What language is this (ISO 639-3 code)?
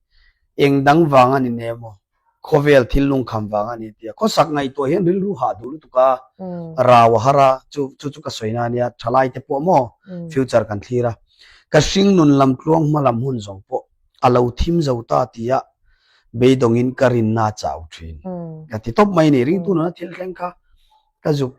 lus